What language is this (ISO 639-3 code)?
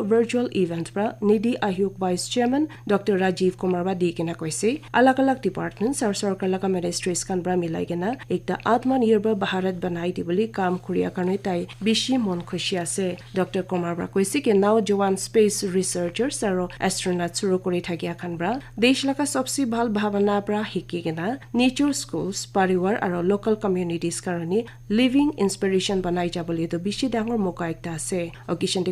nag